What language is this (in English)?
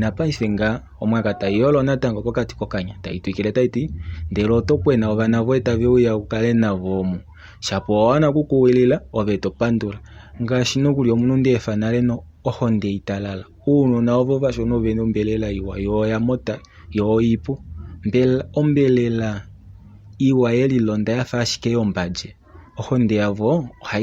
Kuanyama